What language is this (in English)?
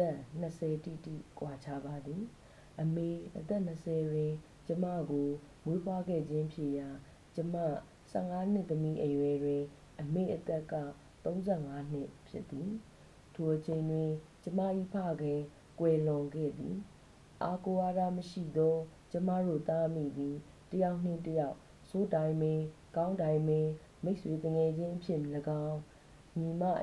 Burmese